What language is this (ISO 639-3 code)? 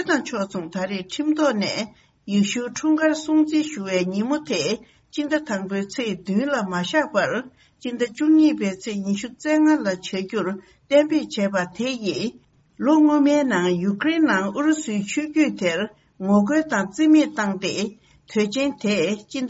bod